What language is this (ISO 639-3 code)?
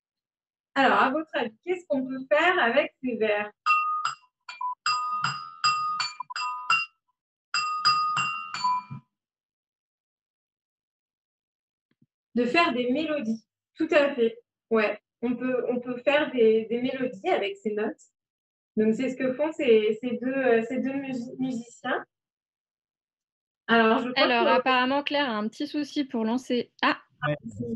fra